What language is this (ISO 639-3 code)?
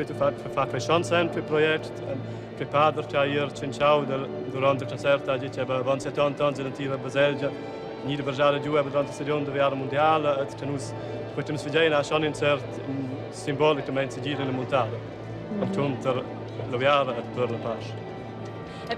roh